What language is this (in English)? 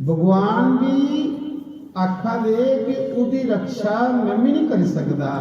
Dogri